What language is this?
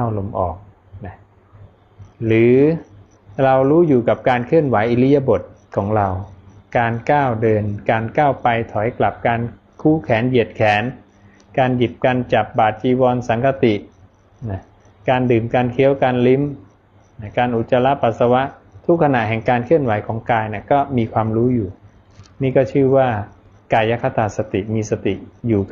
Thai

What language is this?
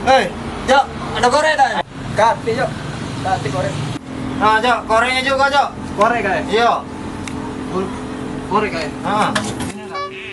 Musi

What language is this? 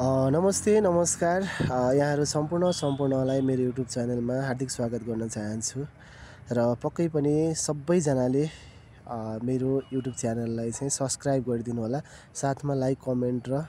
Nepali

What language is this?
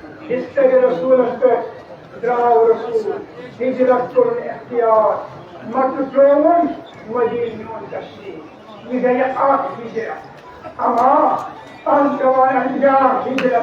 Kashmiri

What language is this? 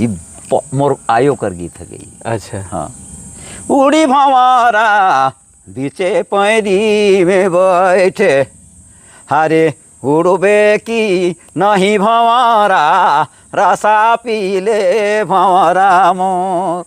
Sadri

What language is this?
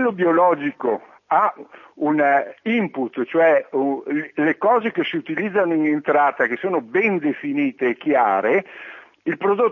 Italian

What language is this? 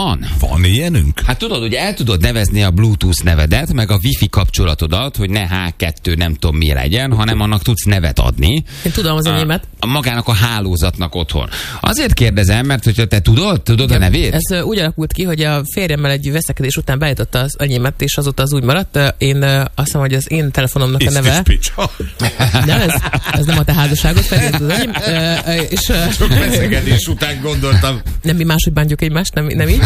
Hungarian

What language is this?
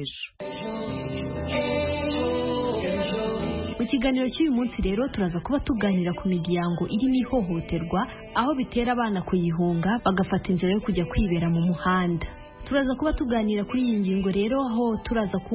Kinyarwanda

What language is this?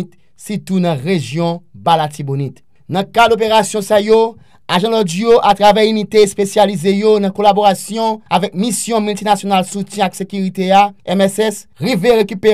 Haitian Creole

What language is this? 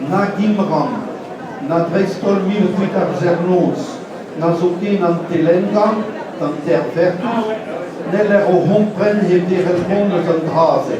Breton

